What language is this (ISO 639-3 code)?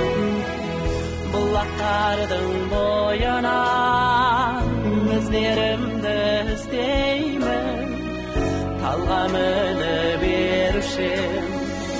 kaz